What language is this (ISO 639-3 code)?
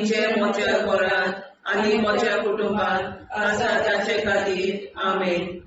kok